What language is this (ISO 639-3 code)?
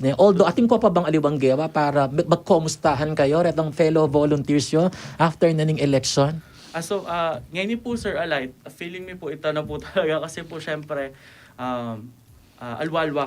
pam